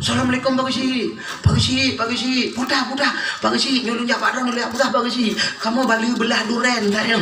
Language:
Achinese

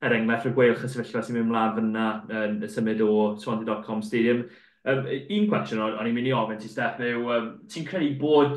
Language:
Welsh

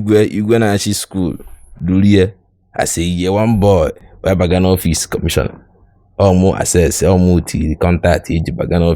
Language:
Igbo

